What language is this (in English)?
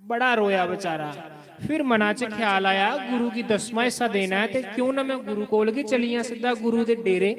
Dogri